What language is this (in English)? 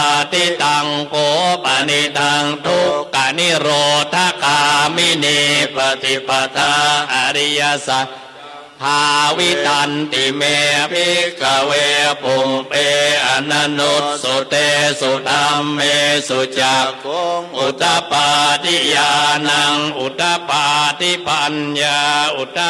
Pali